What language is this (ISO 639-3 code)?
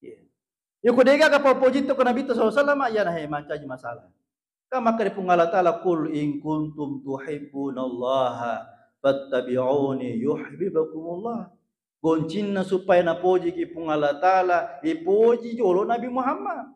bug